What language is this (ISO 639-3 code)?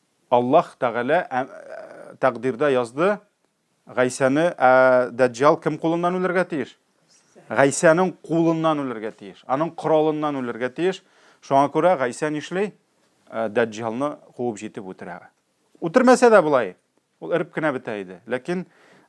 tat